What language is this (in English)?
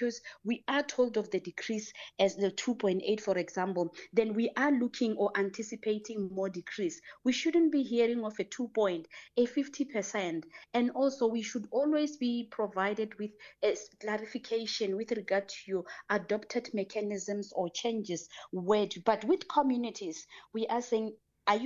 English